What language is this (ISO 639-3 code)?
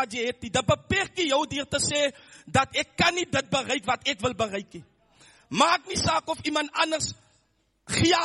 afr